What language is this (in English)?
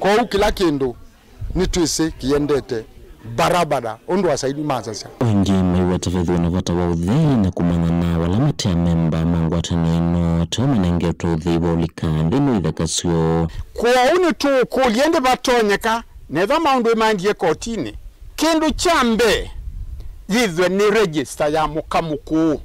Kamba